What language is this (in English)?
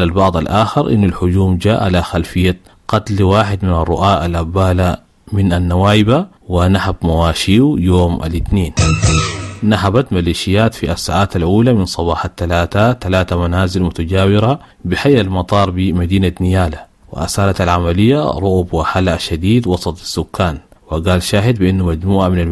Sudanese Arabic